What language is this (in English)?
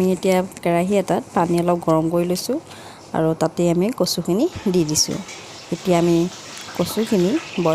Assamese